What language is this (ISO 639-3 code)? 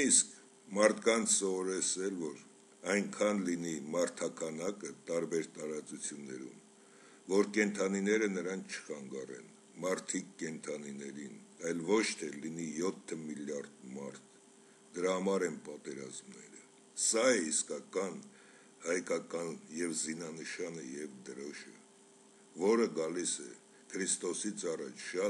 hye